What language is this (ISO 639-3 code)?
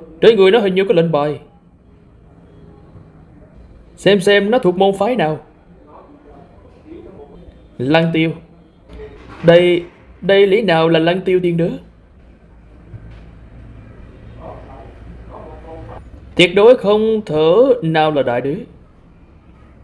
vie